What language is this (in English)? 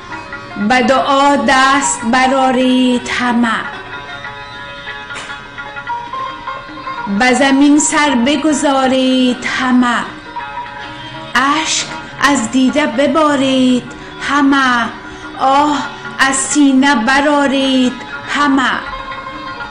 Persian